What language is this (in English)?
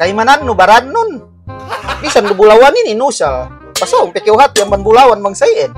Yakan